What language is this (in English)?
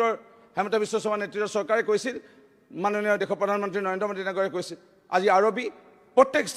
Assamese